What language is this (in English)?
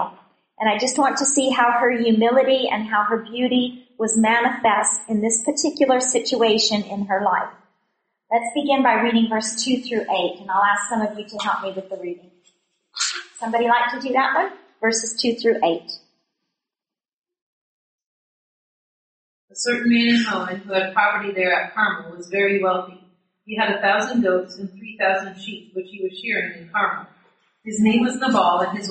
English